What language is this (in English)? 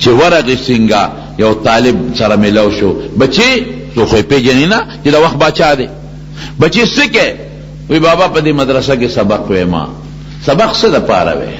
Pashto